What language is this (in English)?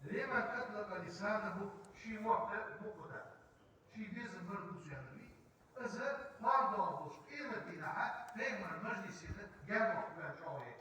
Ingush